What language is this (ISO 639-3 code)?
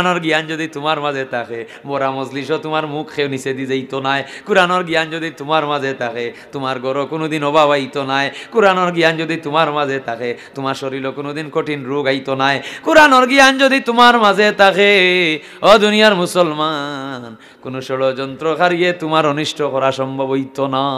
syl